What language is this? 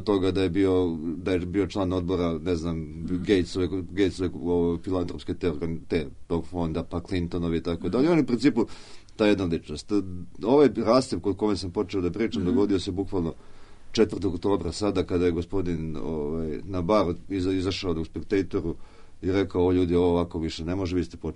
Serbian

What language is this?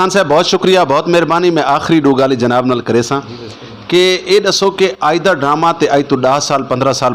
Saraiki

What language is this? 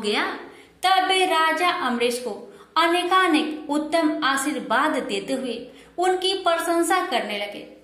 Hindi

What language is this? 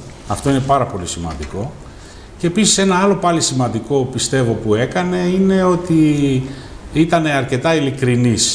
Greek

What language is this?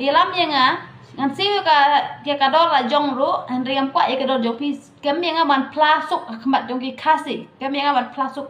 Khasi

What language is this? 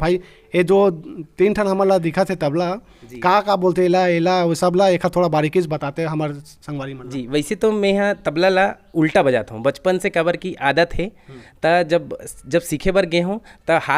Chhattisgarhi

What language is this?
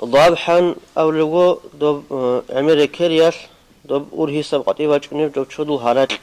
Avaric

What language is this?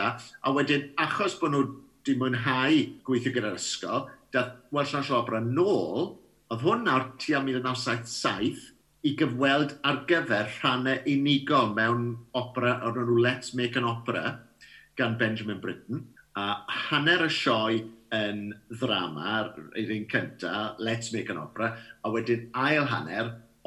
Welsh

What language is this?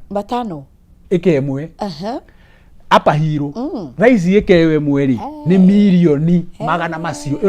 Kikuyu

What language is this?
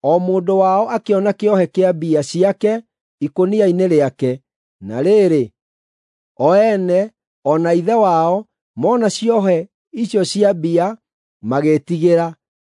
Kikuyu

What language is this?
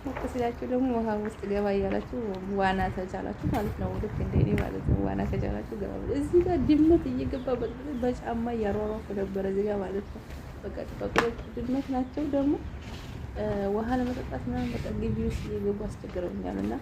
Amharic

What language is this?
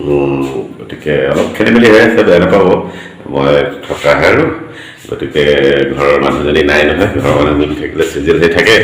Assamese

